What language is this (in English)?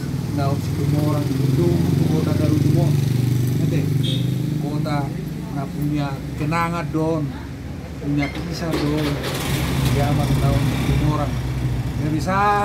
Batak Toba